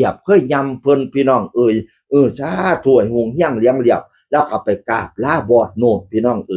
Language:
Northeastern Thai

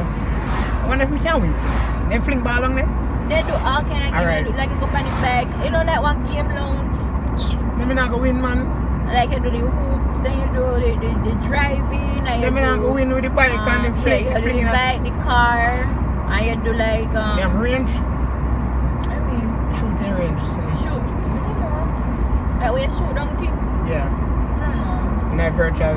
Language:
Jamaican Creole English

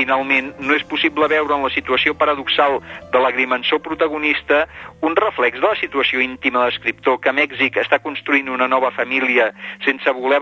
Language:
Catalan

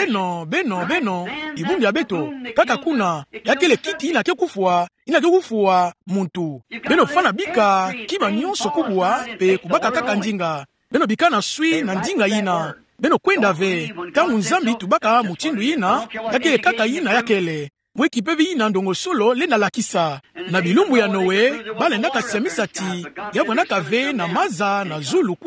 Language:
Kituba (Democratic Republic of Congo)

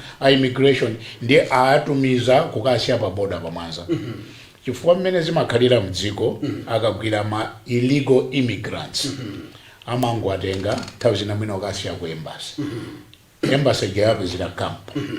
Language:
Nyanja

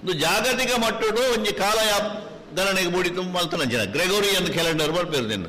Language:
Tulu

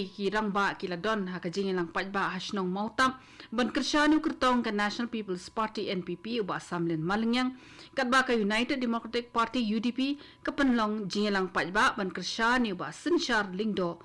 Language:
Khasi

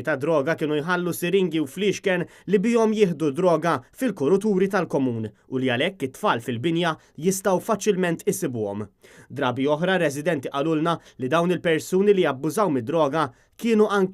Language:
Maltese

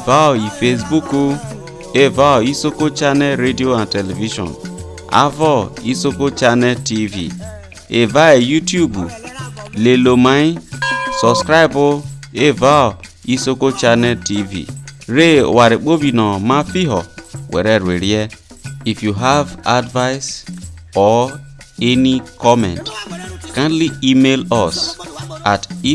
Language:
Isoko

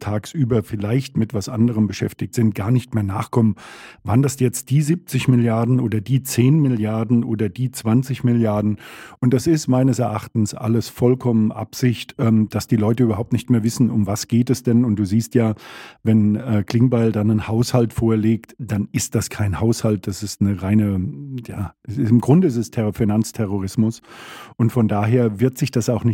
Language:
German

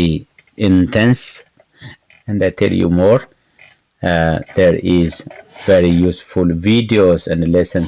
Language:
English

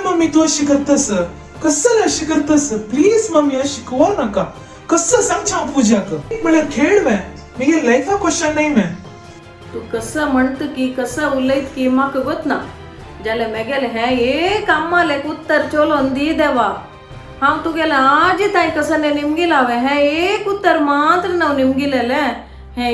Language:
Konkani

